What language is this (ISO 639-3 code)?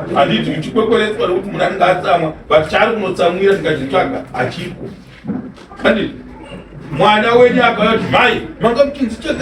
sna